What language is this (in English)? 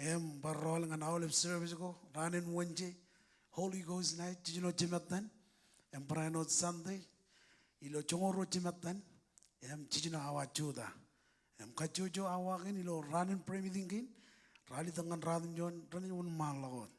Marshallese